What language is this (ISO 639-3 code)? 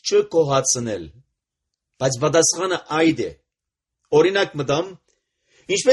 hye